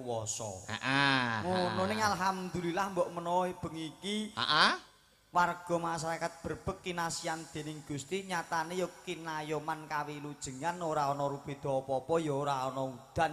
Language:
Javanese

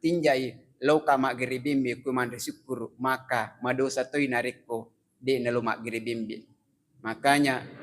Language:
Buginese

